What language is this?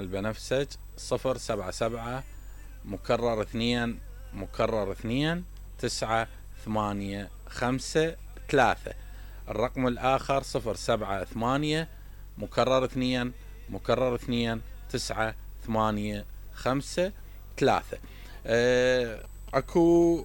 Mesopotamian Arabic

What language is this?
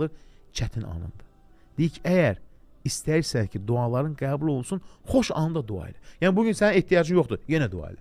Azerbaijani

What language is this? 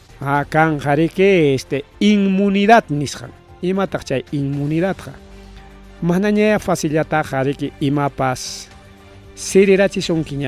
Ayacucho Quechua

